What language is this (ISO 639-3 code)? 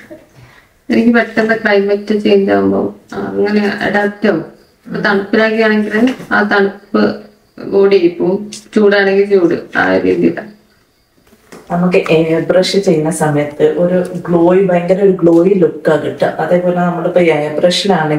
mal